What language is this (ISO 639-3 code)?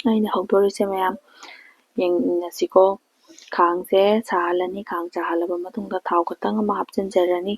mni